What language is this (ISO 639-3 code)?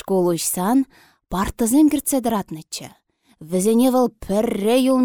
chv